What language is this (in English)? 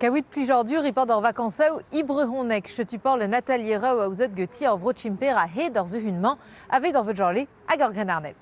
Breton